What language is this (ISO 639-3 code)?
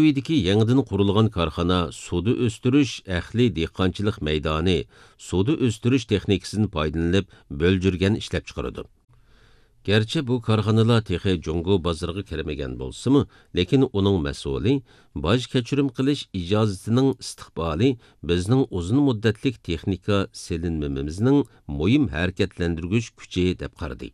uig